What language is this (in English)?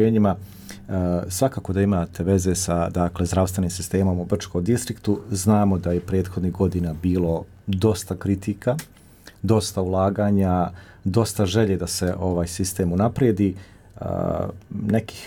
Bosnian